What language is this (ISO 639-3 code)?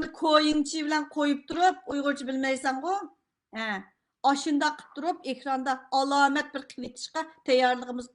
uig